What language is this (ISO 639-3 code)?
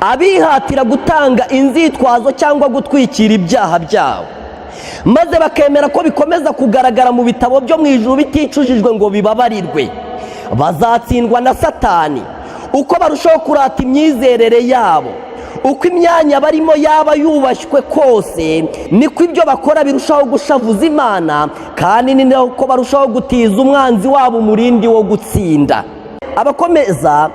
kin